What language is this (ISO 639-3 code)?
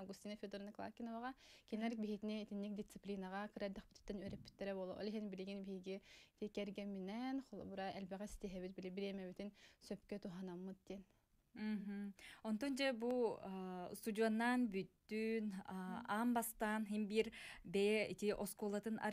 sah